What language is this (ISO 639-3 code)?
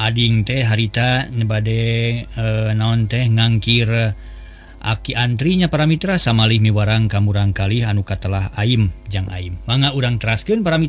sun